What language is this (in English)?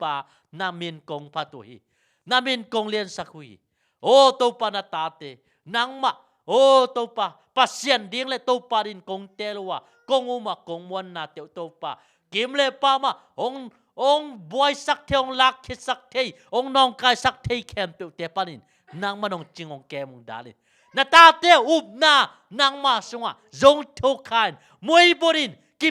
Tedim Chin